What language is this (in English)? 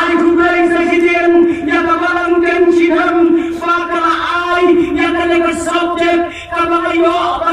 Khasi